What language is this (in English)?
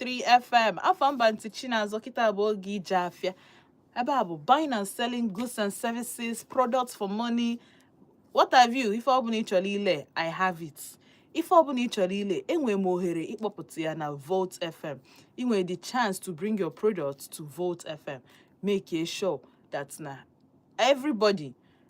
Igbo